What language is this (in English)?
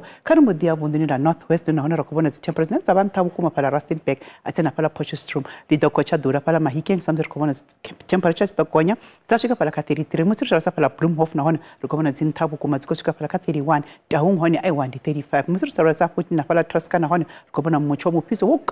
Venda